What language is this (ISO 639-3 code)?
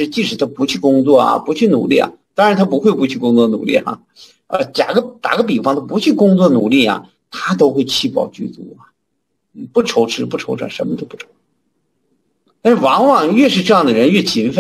zho